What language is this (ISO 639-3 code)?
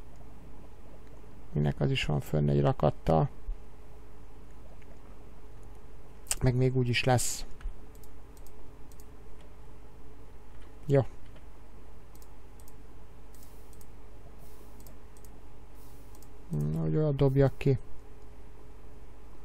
hun